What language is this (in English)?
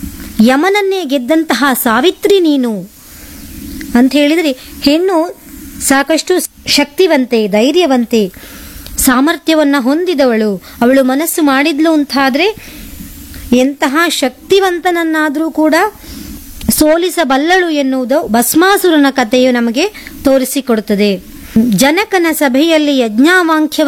Kannada